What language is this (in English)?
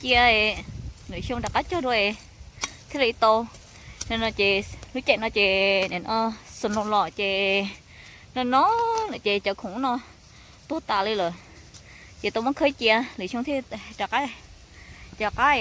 Hmong